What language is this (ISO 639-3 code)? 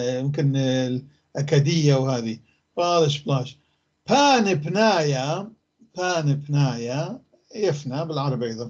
apc